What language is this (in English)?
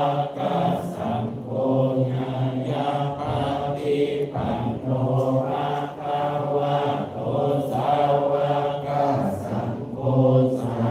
Pali